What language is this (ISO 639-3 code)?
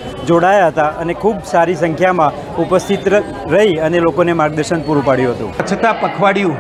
guj